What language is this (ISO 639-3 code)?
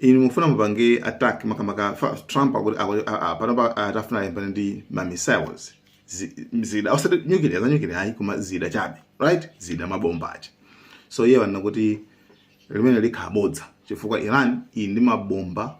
nya